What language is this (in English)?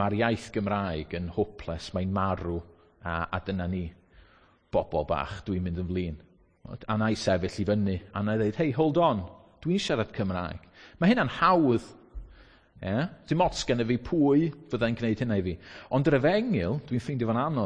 Welsh